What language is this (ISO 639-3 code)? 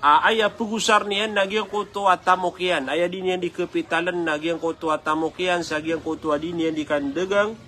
mrw